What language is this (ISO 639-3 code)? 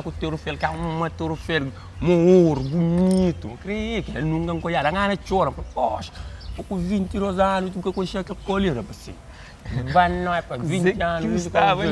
kea